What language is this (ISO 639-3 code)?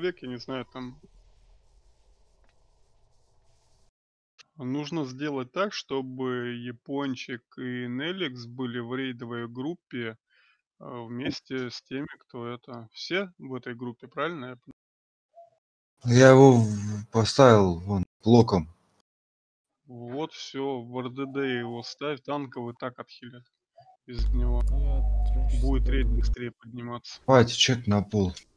rus